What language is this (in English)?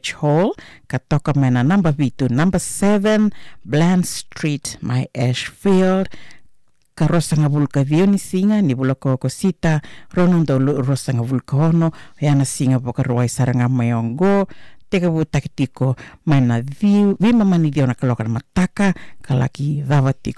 Fijian